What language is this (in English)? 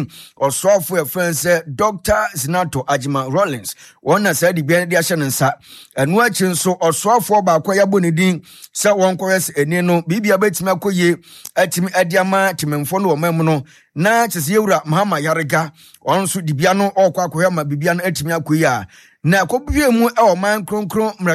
Akan